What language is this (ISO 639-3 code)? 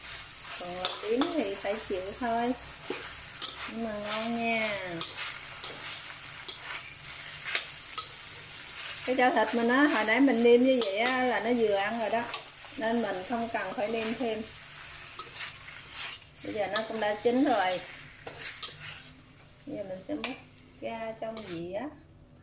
vie